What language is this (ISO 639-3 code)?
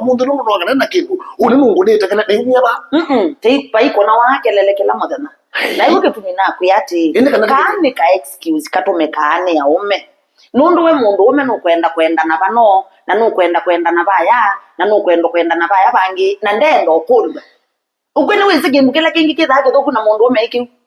kam